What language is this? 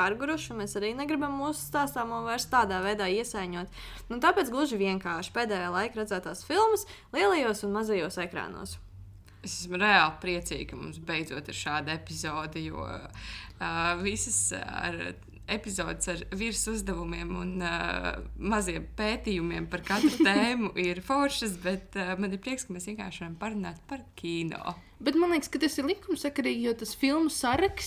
Latvian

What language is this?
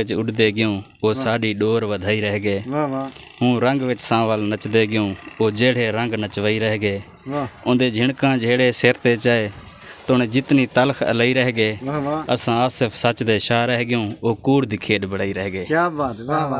Saraiki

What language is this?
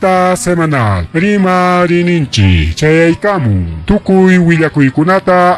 Ayacucho Quechua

